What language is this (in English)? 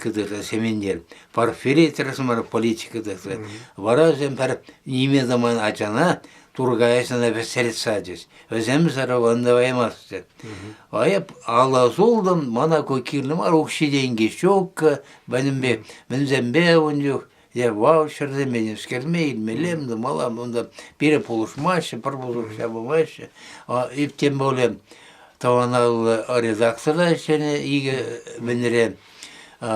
Chuvash